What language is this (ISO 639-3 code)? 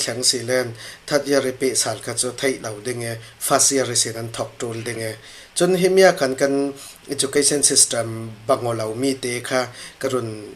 cfm